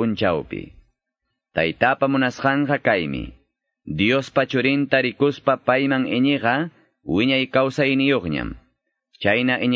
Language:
Quechua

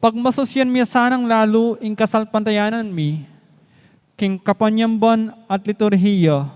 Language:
Pampanga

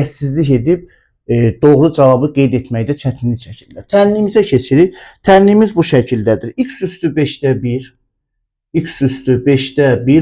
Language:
Azerbaijani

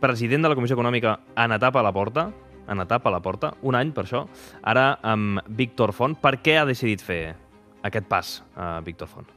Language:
Catalan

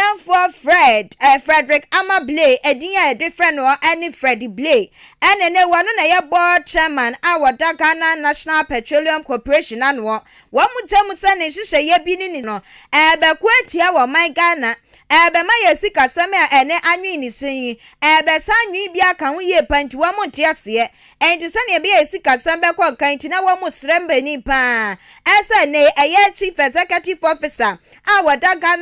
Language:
Akan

